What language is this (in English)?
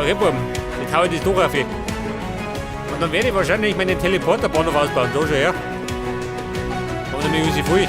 Bavarian